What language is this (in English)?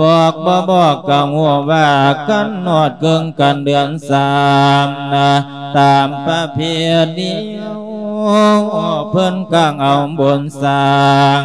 Lao